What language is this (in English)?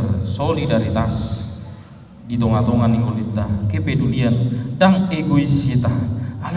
Batak Toba